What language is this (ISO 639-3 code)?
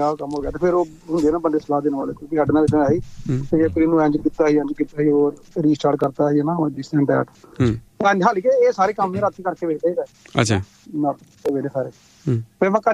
pan